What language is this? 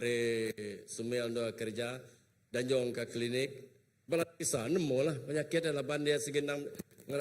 Iban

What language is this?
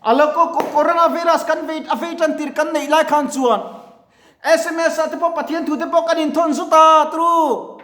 Mizo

